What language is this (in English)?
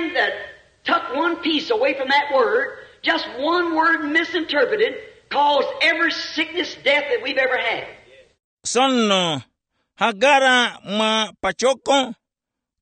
Tumbuka